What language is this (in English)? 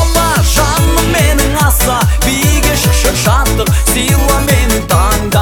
Kazakh